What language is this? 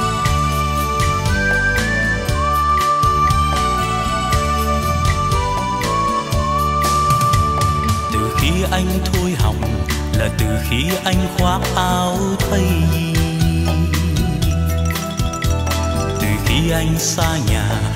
Vietnamese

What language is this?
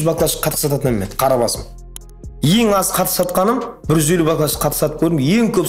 Kara-Kalpak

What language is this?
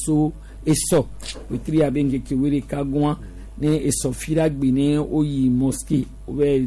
Gen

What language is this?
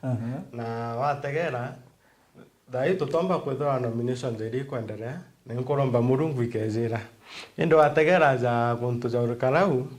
Meru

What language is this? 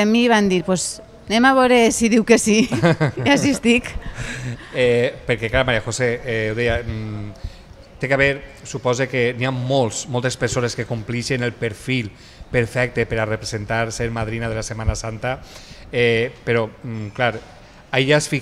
Catalan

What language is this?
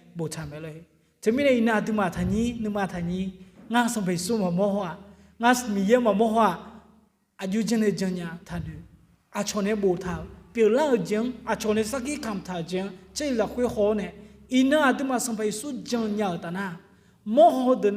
Akha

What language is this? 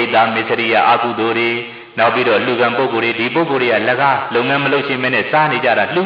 Burmese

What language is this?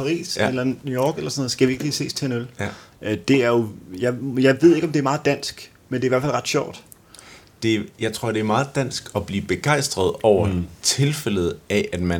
Danish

